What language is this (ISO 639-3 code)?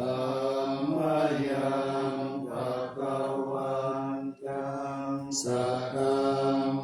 pli